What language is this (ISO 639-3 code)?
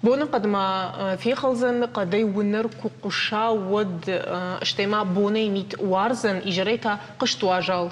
oss